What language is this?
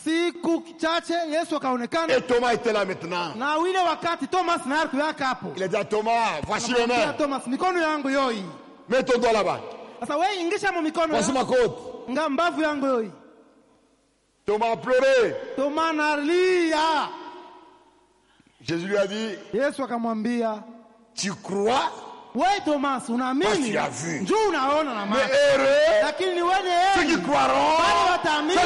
Swahili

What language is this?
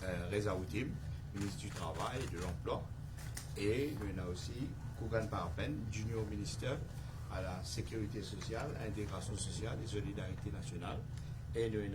Morisyen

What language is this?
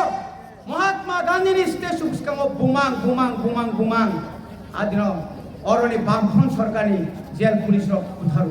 Kok Borok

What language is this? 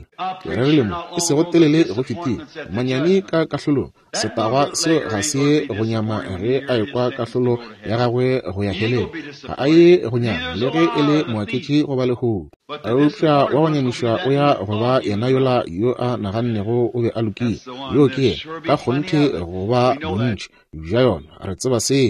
Northern Sotho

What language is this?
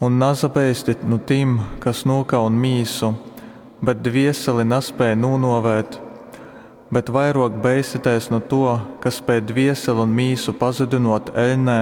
Latgalian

